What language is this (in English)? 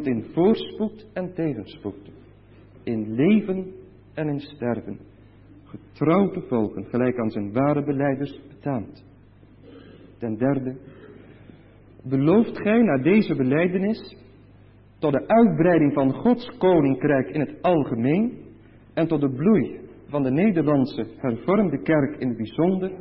Dutch